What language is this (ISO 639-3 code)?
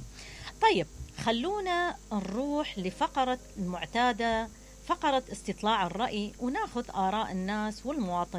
acm